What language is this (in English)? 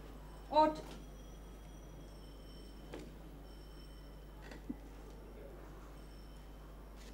Bangla